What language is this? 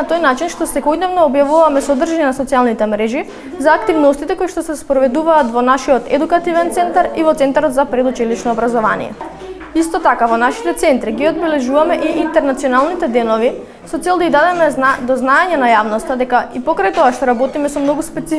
Macedonian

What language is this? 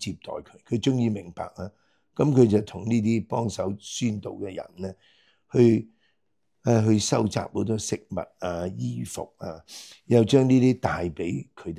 Cantonese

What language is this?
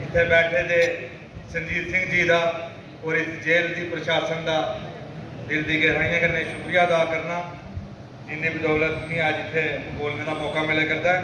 Dogri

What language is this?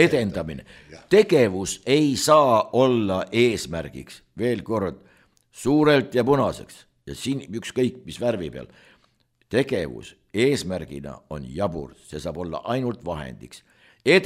Estonian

